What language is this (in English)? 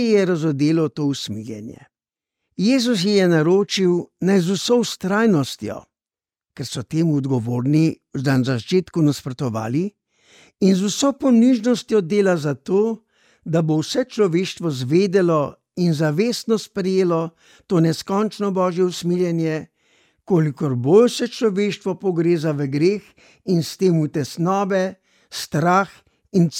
Slovenian